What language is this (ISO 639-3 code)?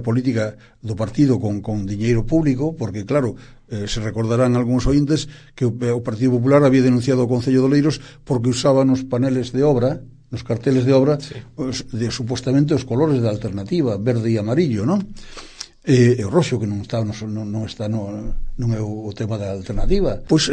glg